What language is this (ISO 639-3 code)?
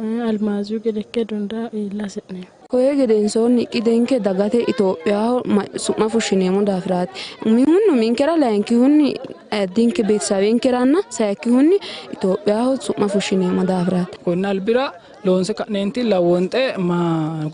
sid